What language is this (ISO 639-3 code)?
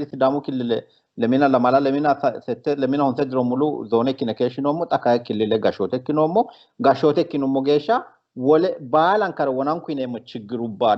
sid